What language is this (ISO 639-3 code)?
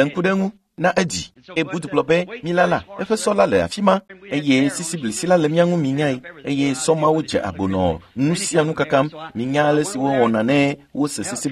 ewe